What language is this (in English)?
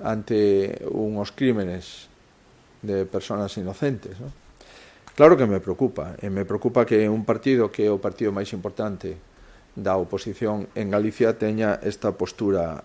Galician